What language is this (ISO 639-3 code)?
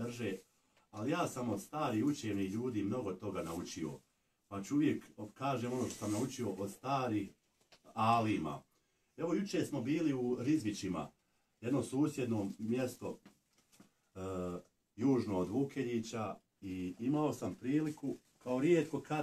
bos